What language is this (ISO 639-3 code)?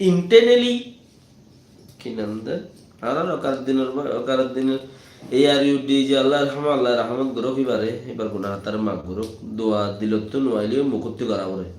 rhg